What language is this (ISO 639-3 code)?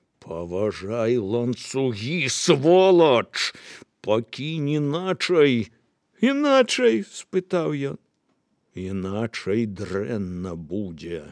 bel